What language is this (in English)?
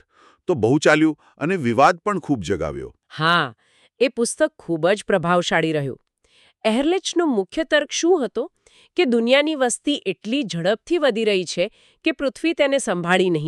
Gujarati